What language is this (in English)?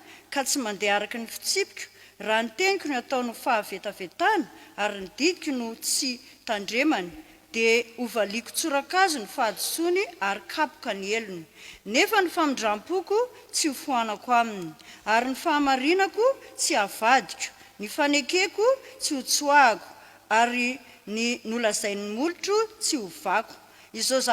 Malagasy